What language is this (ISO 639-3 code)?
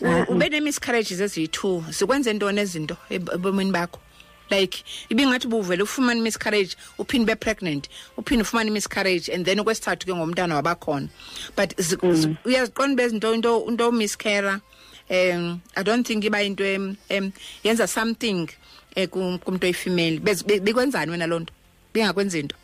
xho